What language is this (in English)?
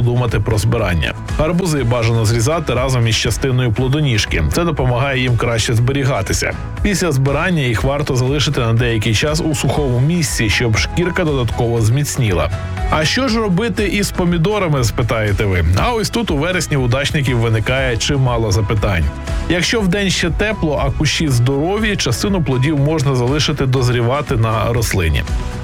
Ukrainian